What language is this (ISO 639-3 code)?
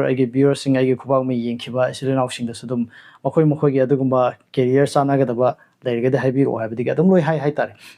mni